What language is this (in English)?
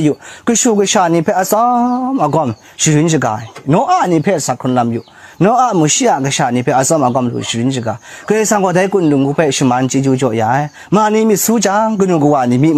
Kachin